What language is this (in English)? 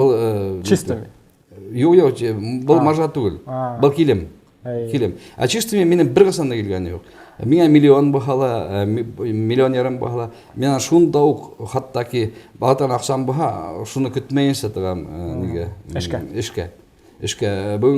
Bashkir